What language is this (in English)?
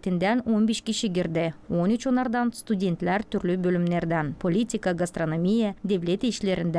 Gagauz